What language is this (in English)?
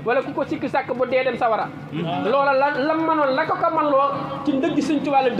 Wolof